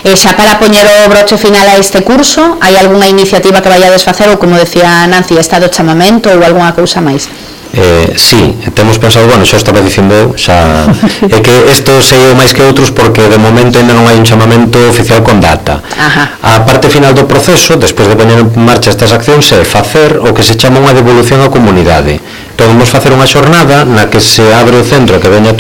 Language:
Galician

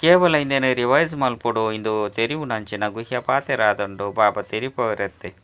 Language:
Tulu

